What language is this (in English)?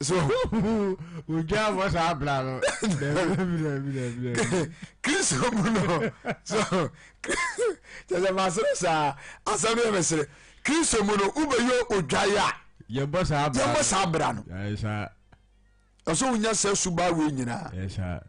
Akan